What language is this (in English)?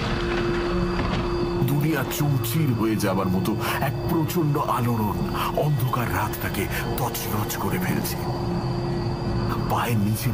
Bangla